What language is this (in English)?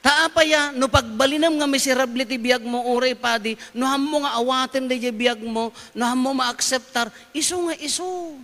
Iloko